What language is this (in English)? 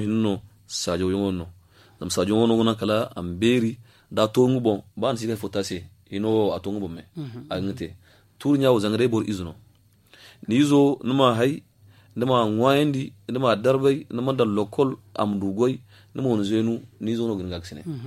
Zarma